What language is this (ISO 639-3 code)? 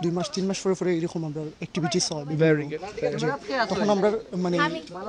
syl